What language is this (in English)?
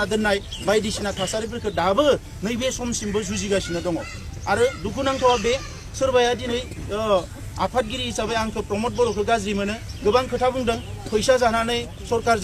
Bodo